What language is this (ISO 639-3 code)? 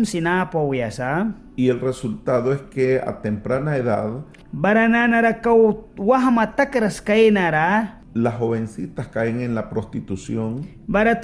miq